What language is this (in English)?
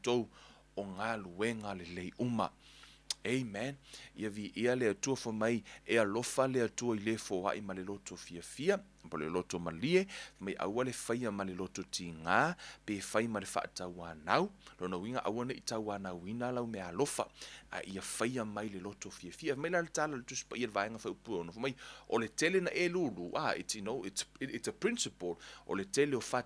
Samoan